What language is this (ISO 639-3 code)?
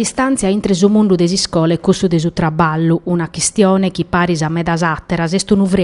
srd